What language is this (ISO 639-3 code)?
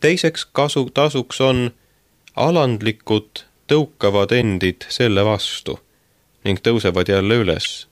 est